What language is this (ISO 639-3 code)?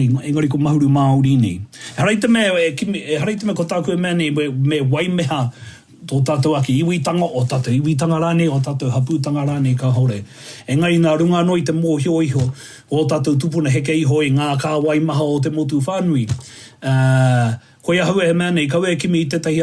mri